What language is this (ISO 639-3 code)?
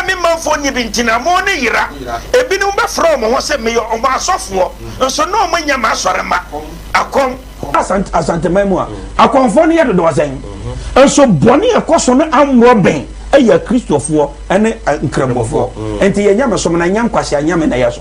aka